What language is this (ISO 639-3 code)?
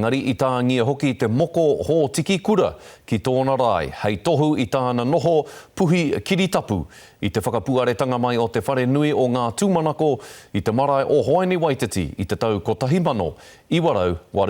mri